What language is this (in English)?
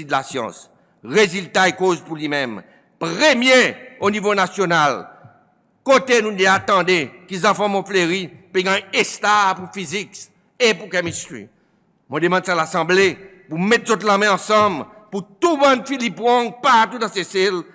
Seselwa Creole French